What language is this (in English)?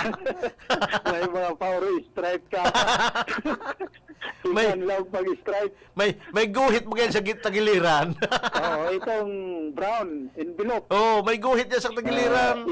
Bikol